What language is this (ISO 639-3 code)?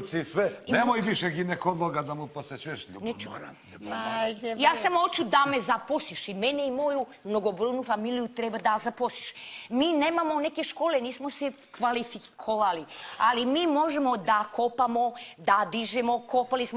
bos